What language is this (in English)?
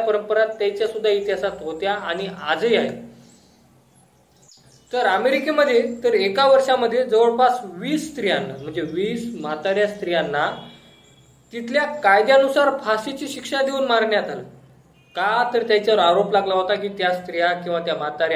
Marathi